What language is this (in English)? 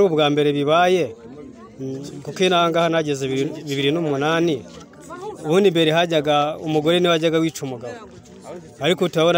Kinyarwanda